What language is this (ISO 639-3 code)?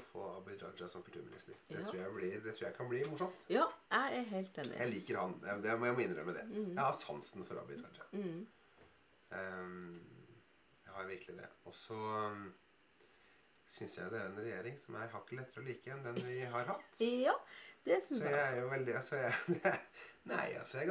nor